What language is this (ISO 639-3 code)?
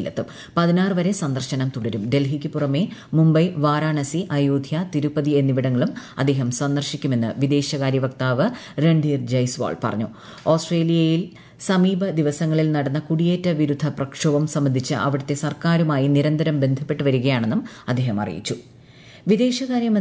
mal